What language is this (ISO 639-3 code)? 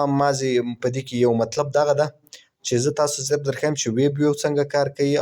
pus